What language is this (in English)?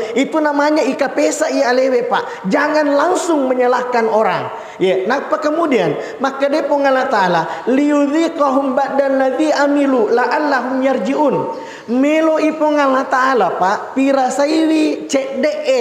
Buginese